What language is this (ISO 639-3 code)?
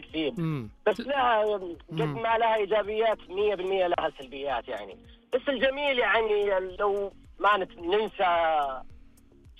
ars